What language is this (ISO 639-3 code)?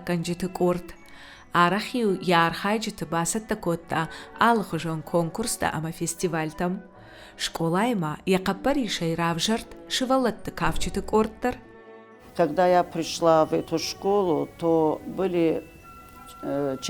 oss